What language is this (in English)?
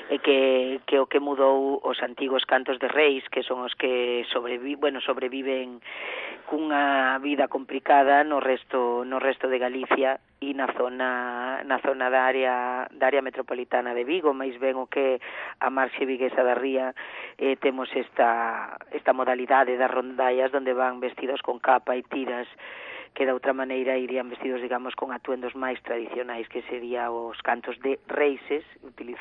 Galician